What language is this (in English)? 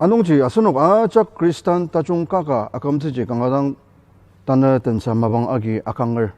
Ao Naga